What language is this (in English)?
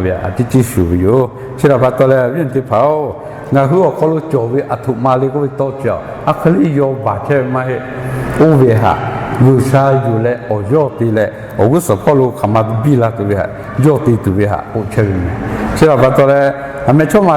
Lahu